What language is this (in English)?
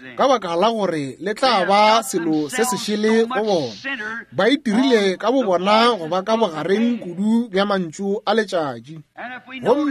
Northern Sotho